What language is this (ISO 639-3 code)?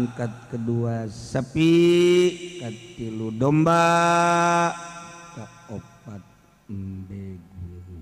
sun